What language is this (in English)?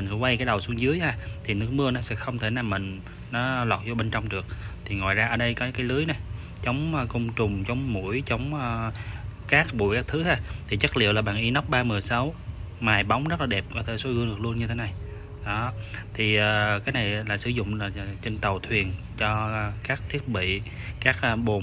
Vietnamese